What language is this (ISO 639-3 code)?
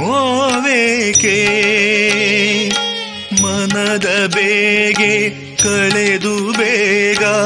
kan